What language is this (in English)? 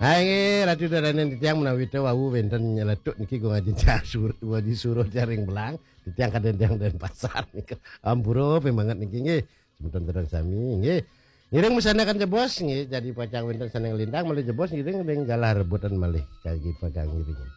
Balinese